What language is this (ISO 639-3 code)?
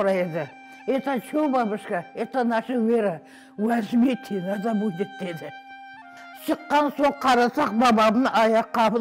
crh